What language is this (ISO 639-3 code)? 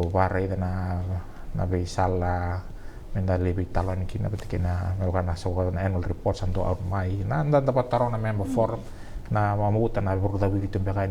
fij